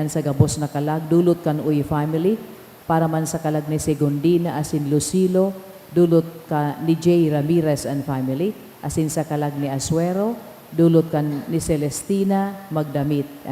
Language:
Bikol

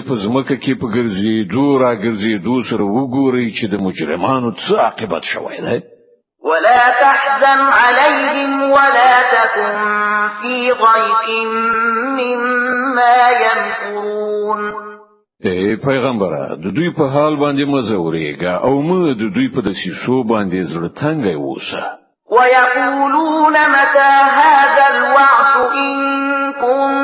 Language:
Pashto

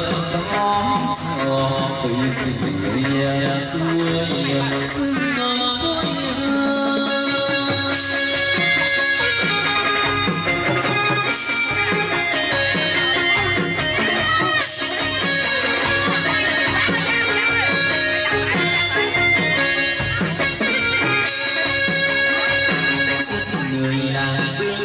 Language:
Vietnamese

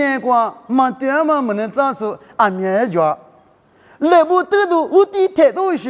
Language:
Lisu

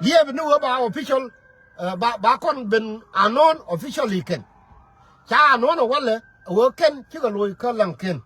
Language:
Nuer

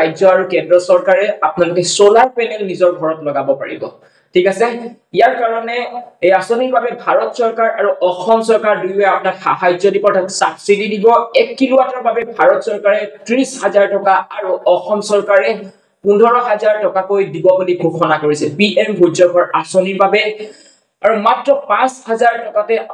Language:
Assamese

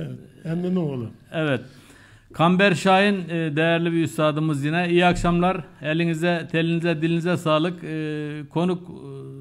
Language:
Turkish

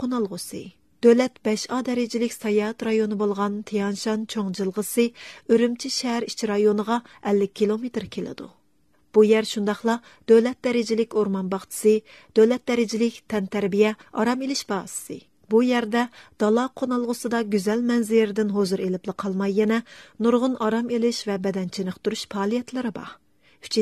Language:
Uyghur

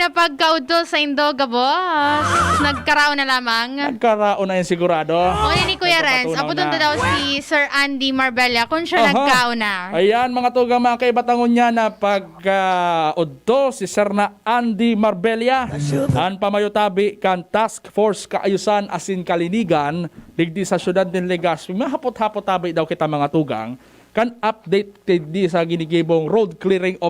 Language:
Bikol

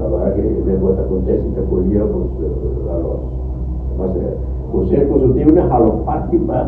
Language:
Tetum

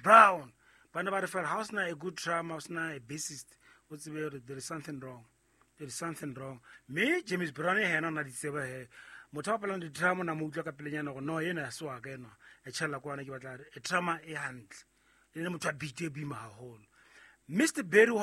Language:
Southern Sotho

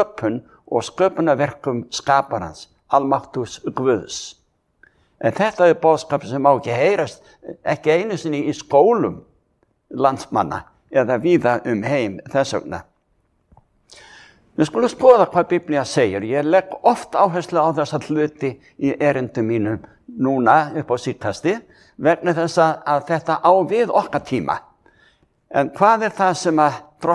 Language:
Icelandic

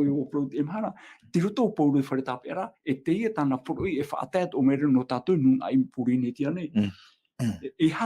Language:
Tahitian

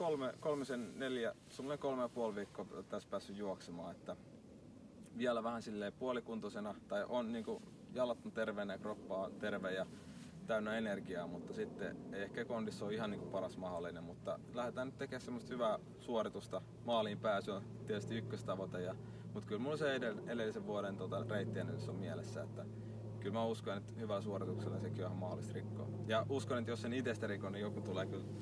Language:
Finnish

